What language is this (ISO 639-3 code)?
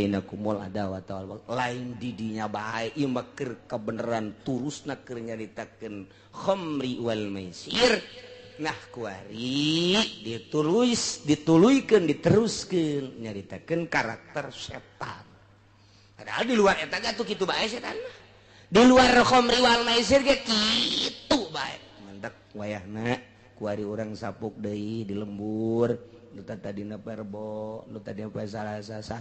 sun